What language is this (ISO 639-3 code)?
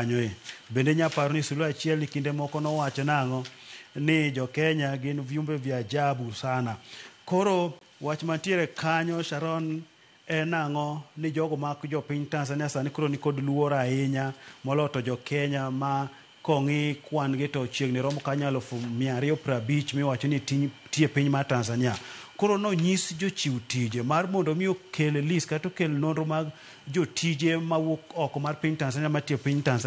luo